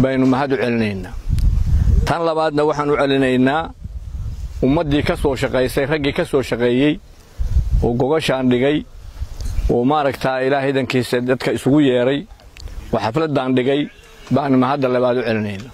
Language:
Somali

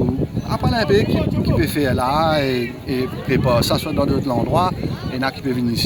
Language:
Morisyen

